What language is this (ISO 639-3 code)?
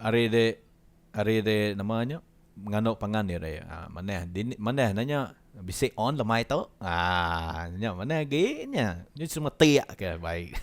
iba